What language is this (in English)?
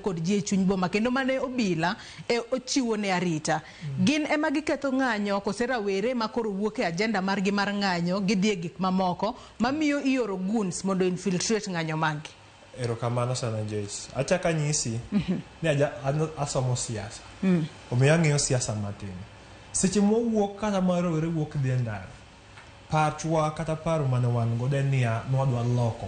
Luo (Kenya and Tanzania)